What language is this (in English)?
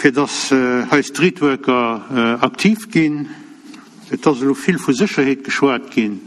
Luxembourgish